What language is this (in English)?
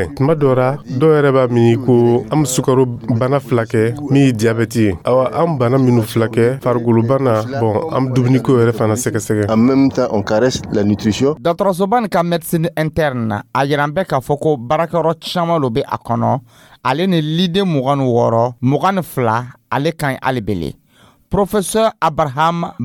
Dyula